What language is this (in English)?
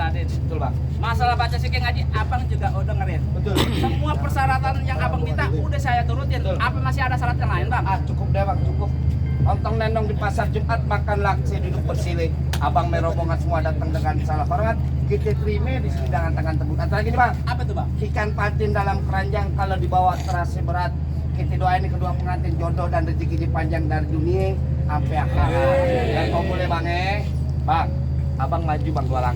Betawi